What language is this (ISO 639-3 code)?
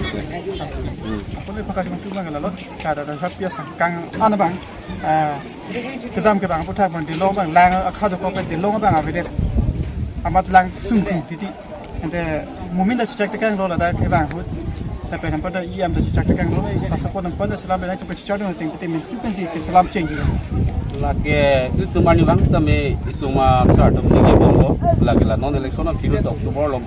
mjw